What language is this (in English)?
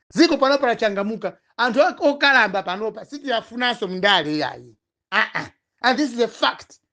Nyanja